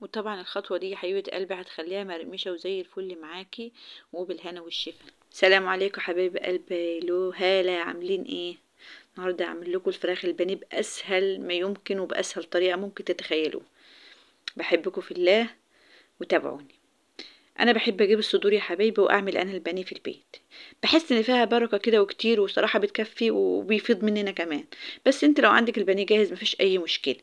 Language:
Egyptian Arabic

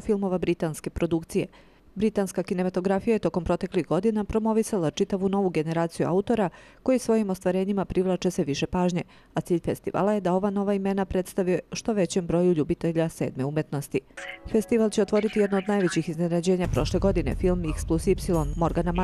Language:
Serbian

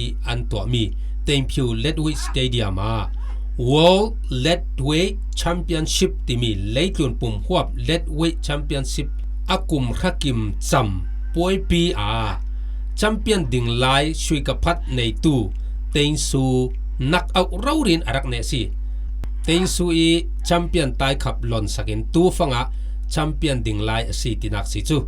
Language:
Falam Chin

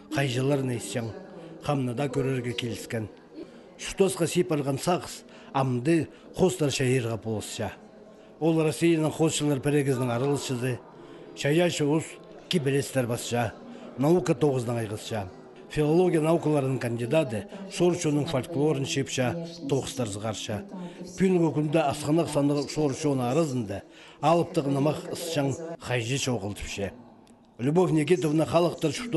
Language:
Khakas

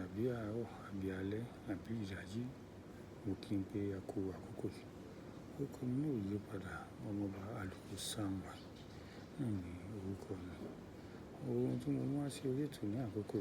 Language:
Yoruba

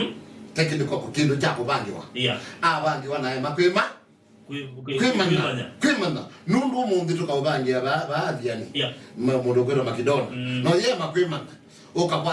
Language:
Kamba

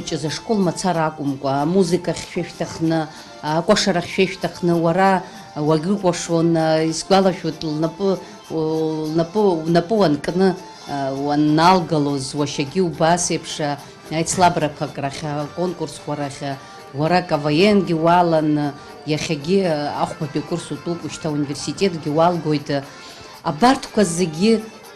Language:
Abkhazian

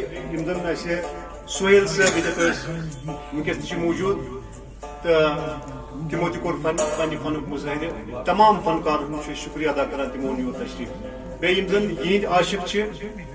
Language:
Kashmiri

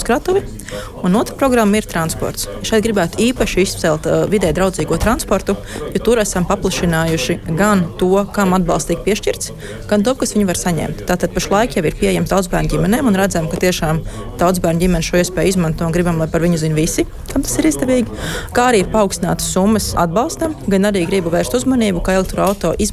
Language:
Latvian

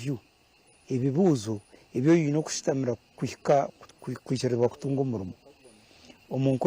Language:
Nyankole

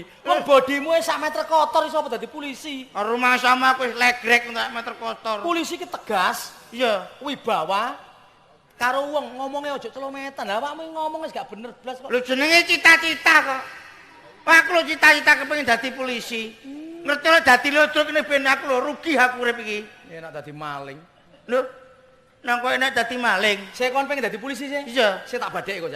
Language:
Javanese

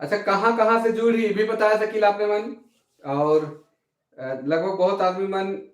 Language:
Sadri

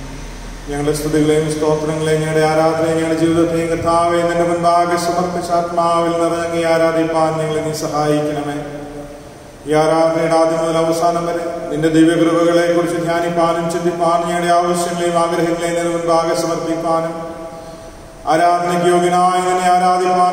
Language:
Malayalam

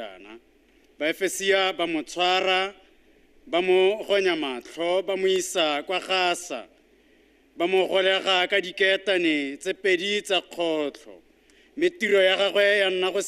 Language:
Tswana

